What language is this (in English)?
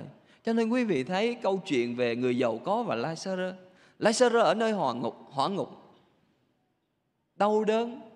Vietnamese